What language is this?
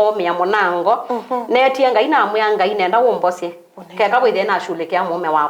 Kamba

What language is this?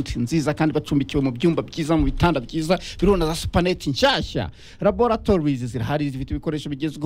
Kinyarwanda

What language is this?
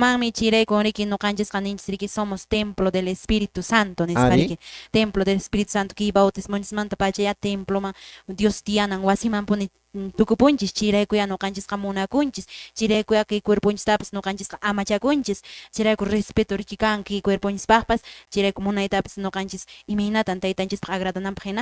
Quechua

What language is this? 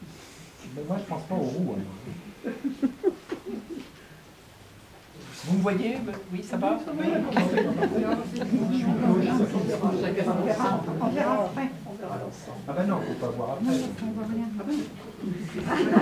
French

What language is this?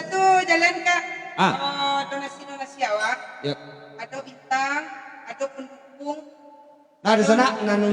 Minangkabau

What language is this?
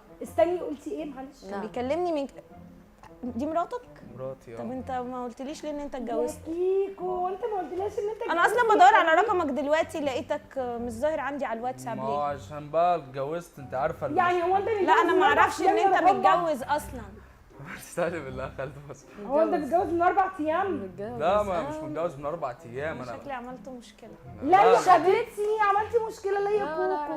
Egyptian Arabic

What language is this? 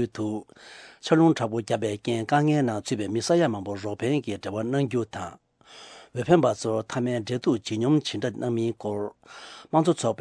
Tibetan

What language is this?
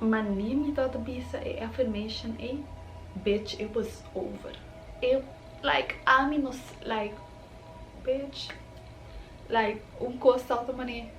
Papiamento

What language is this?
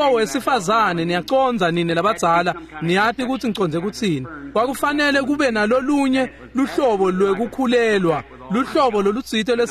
Swati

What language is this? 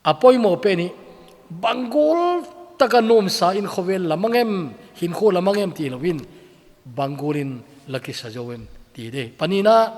Thado Chin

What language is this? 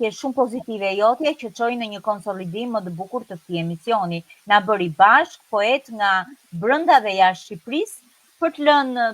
Albanian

